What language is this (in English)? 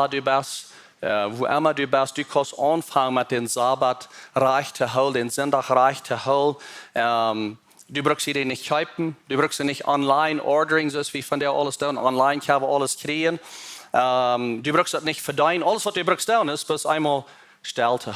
Plautdietsch